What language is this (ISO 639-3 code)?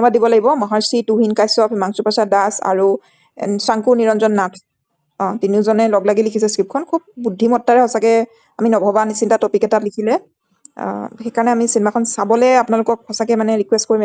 asm